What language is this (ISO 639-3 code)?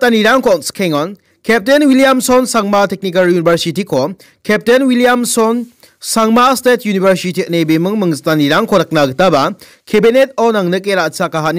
grt